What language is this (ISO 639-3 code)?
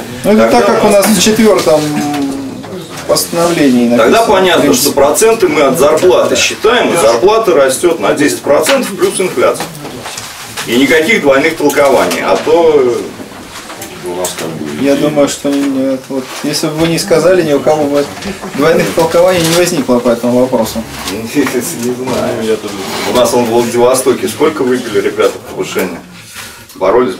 rus